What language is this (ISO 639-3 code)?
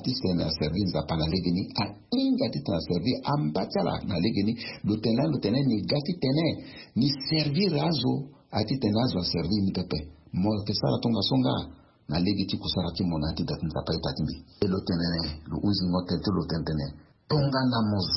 sag